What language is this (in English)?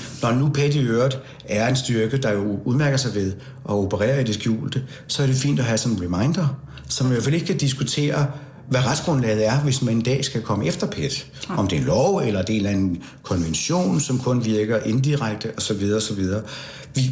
Danish